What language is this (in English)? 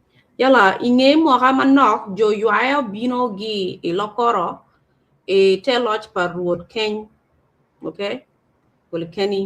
Acoli